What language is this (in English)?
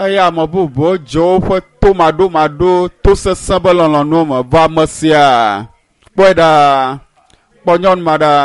Ewe